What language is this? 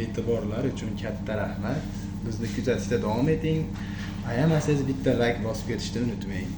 Uzbek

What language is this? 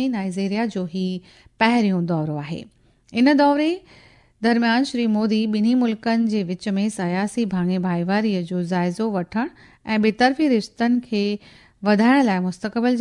Sindhi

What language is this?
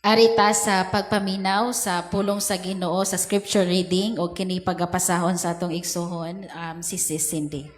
Cebuano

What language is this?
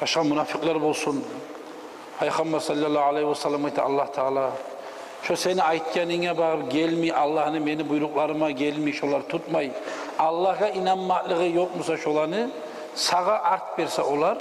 Kumyk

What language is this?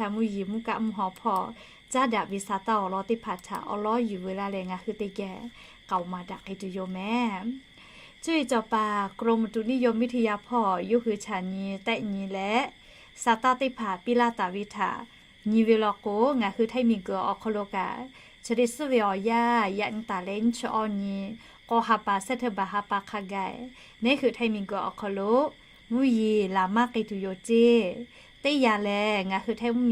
Lahu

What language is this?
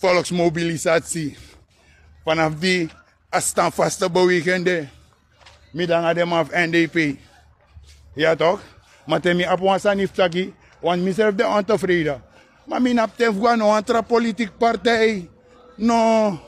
Sranan Tongo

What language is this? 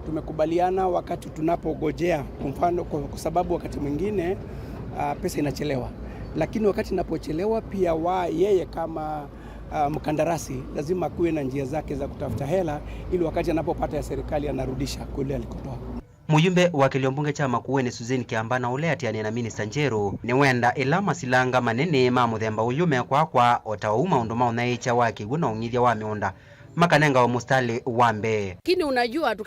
Kamba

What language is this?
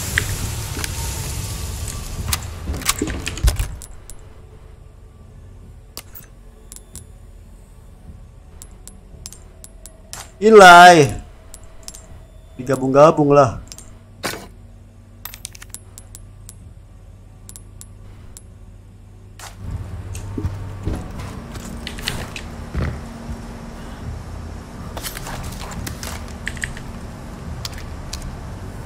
Indonesian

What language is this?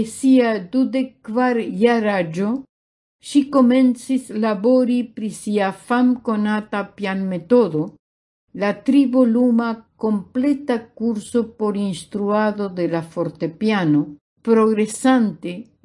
Esperanto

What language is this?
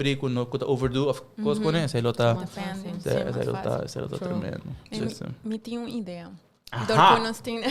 Papiamento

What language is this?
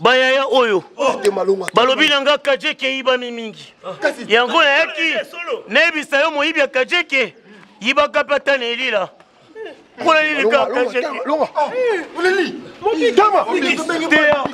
Lingala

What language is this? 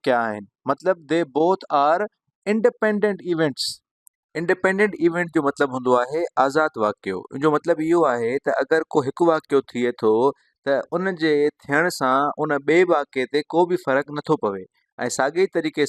Sindhi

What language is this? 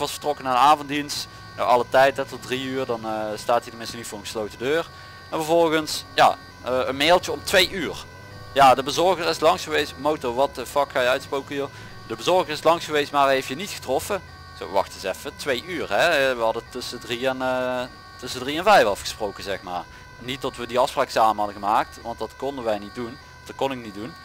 Dutch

